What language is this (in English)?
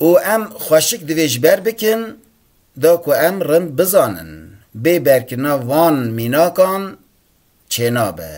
Kurdish